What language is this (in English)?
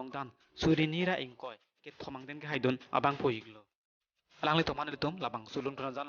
Karbi